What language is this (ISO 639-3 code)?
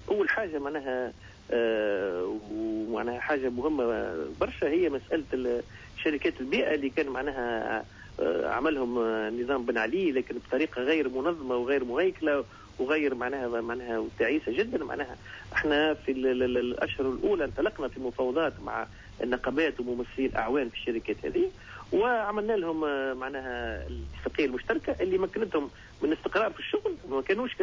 aeb